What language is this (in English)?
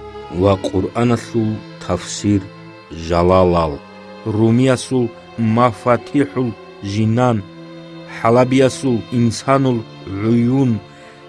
Avaric